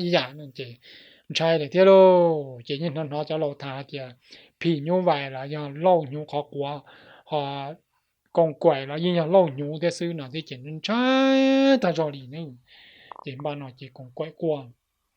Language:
Hmong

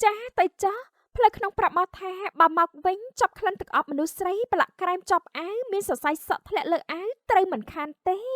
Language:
Khmer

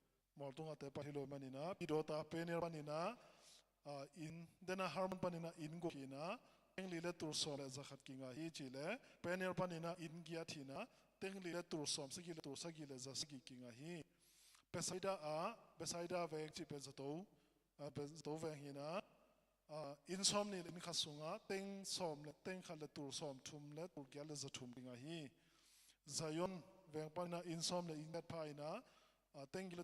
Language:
Tedim Chin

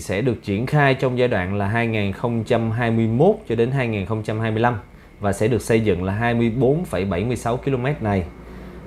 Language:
Vietnamese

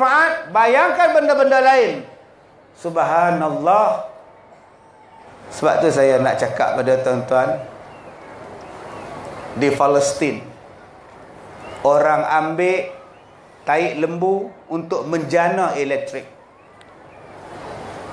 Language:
Malay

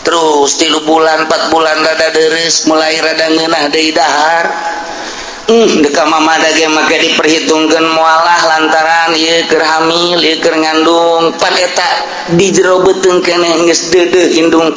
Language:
Sundanese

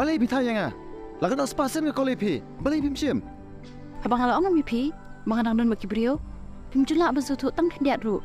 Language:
Khasi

